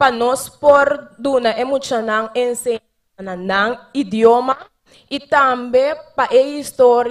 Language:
Papiamento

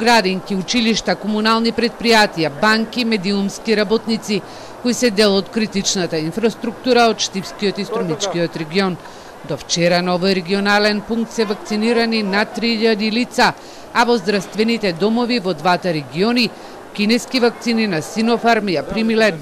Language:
Macedonian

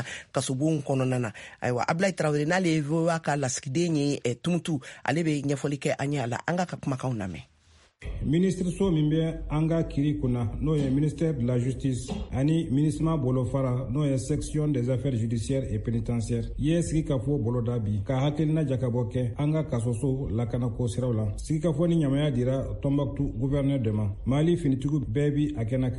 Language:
Bambara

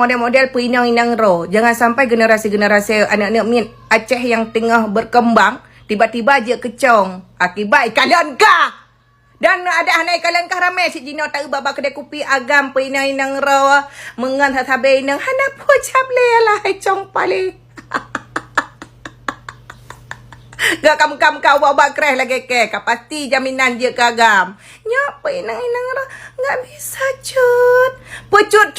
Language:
Achinese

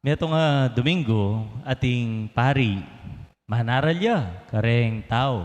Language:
Pampanga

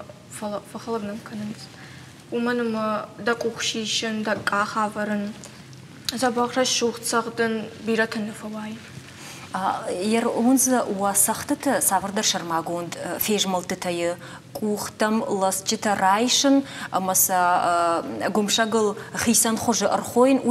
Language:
Ossetic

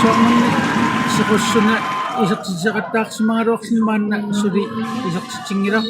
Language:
Kalaallisut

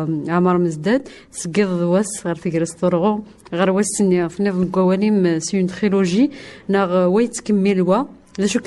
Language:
Kabyle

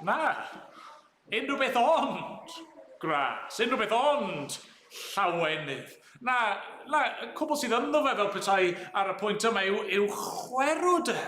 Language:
Welsh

